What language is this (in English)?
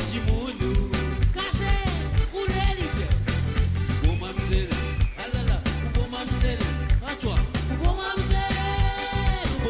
Morisyen